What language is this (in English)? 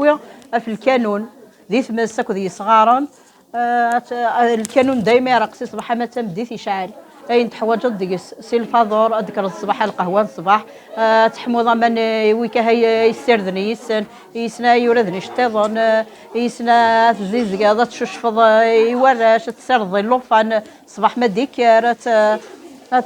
Kabyle